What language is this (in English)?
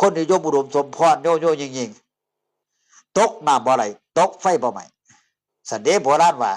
Northeastern Thai